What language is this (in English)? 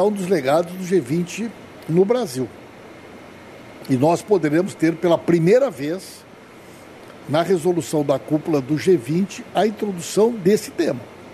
Portuguese